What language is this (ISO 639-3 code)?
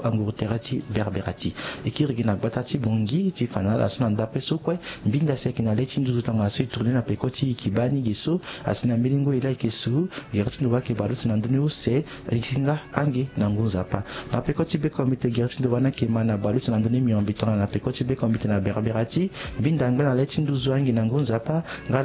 sag